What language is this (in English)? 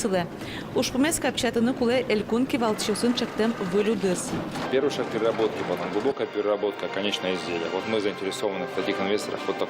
Udmurt